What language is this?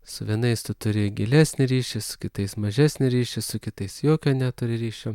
Lithuanian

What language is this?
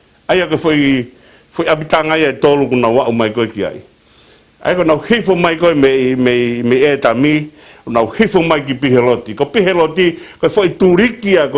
Tongan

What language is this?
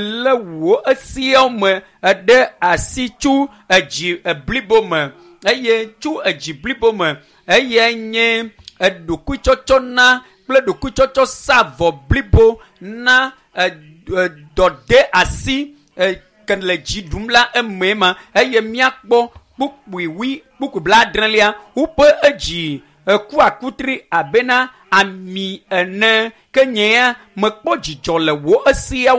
Ewe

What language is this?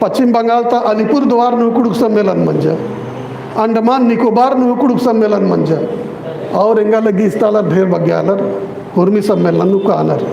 Kurukh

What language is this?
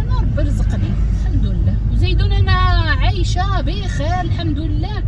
Moroccan Arabic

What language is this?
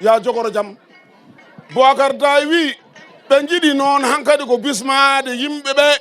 Fula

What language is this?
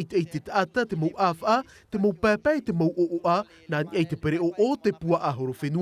Tahitian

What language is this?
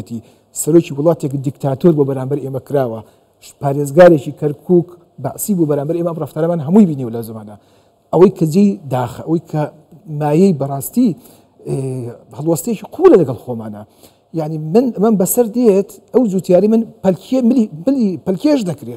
Central Kurdish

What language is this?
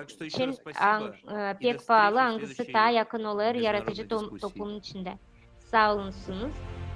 Gagauz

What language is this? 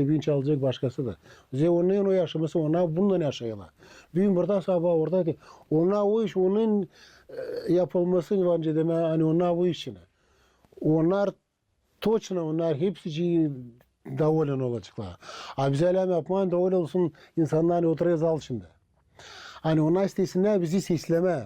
Gagauz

